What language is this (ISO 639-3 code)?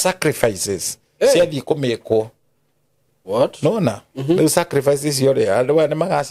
kik